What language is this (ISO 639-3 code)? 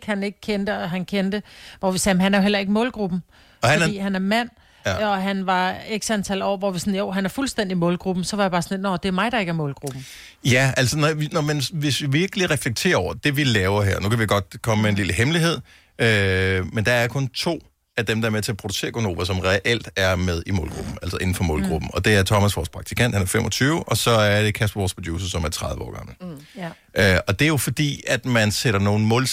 dan